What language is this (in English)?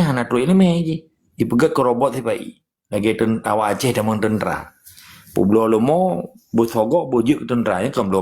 Achinese